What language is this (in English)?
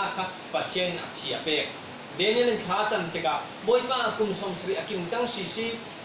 Falam Chin